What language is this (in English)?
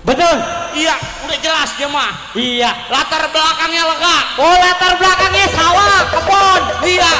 Betawi